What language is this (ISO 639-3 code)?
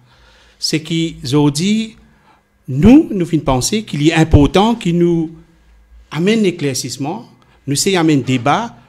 mfe